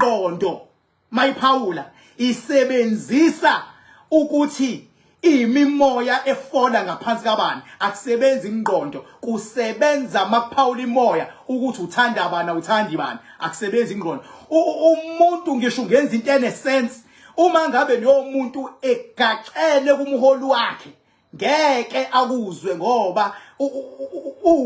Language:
Zulu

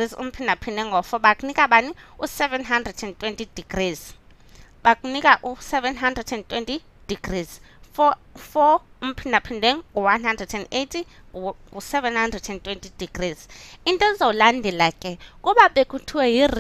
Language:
Xhosa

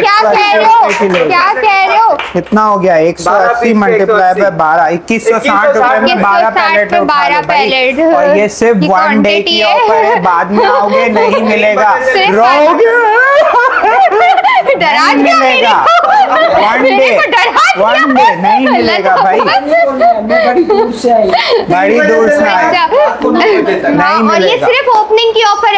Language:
Hindi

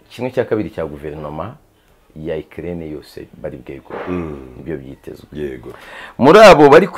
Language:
Kinyarwanda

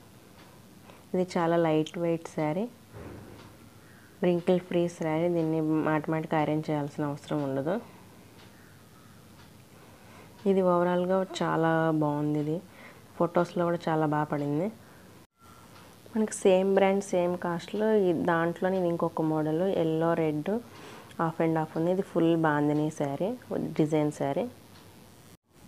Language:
Telugu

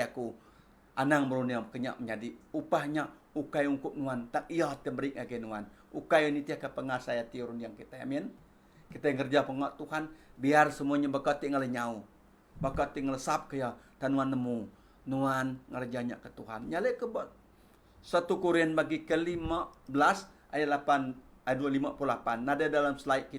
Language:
Iban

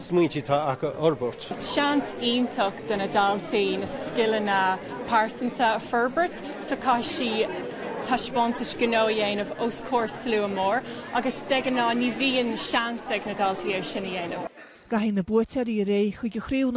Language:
Irish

